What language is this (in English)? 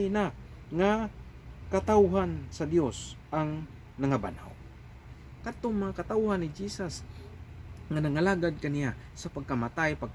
Cebuano